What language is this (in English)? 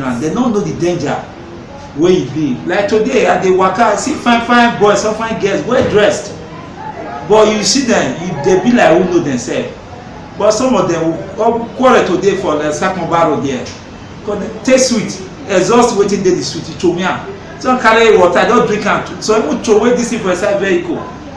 Nigerian Pidgin